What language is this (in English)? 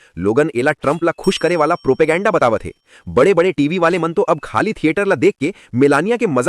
Chhattisgarhi